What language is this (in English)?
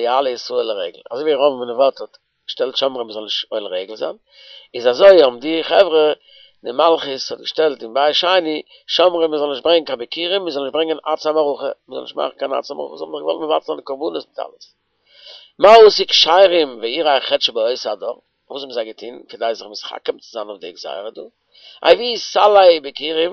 Yiddish